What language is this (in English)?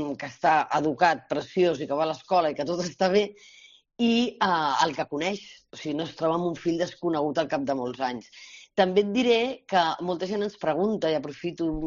Catalan